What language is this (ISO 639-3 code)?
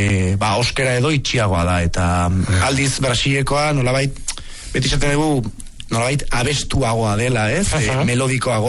eus